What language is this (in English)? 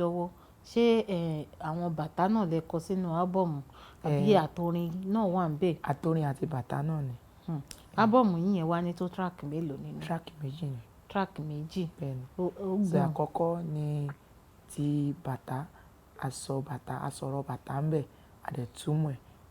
Yoruba